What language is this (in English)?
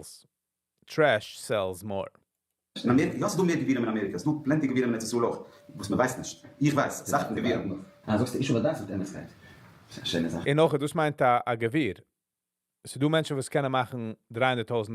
Yiddish